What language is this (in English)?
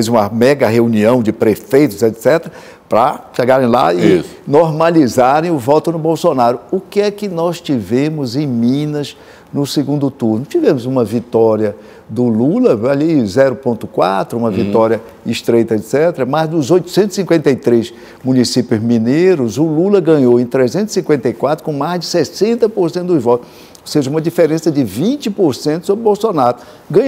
Portuguese